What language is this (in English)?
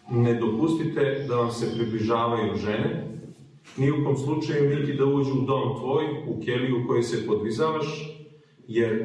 Serbian